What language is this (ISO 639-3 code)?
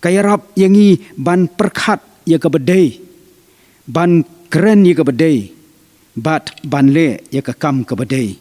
kha